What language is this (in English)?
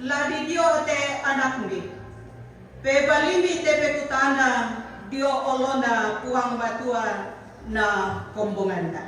Toraja-Sa'dan